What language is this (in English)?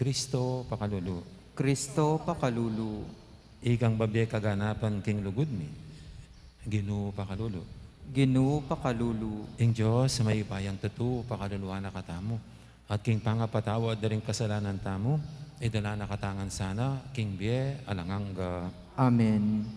Pampanga